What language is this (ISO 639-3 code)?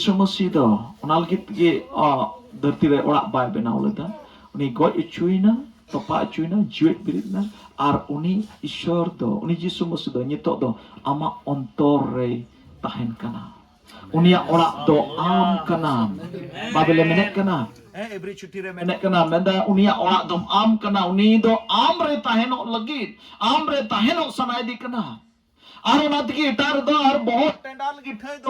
sat